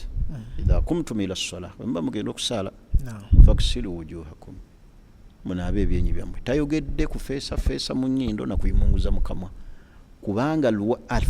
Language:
Ganda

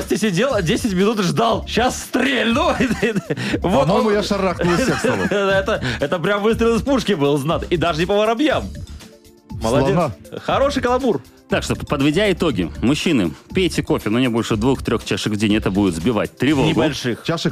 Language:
Russian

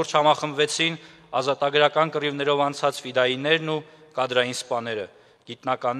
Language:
Armenian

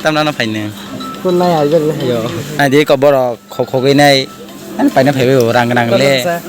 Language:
Kok Borok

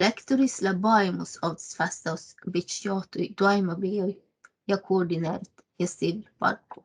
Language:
Northern Sami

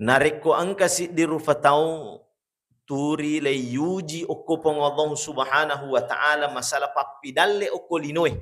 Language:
Buginese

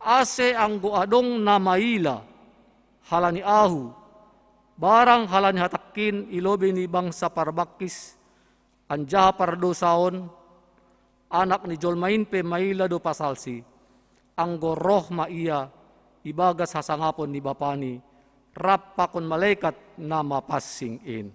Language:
Batak Simalungun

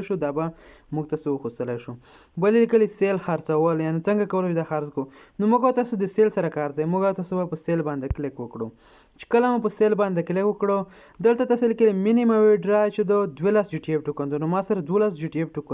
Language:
Pashto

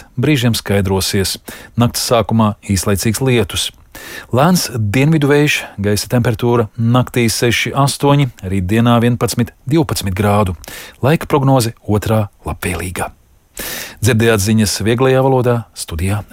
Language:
Latvian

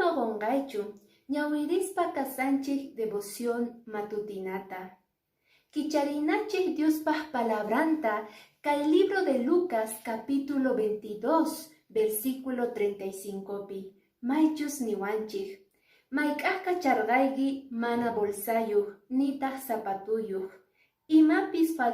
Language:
Quechua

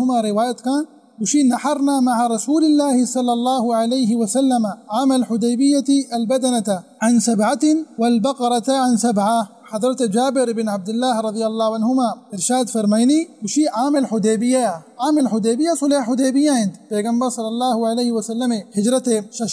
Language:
Baluchi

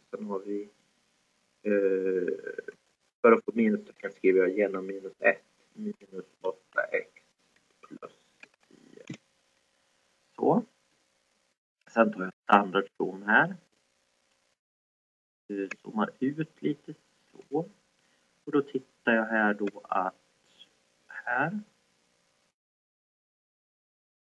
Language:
Swedish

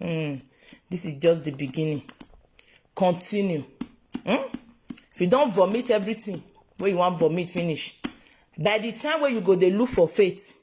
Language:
Nigerian Pidgin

